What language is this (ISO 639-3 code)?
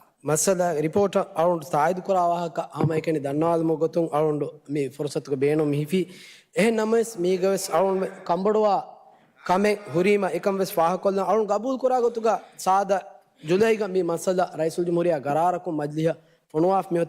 div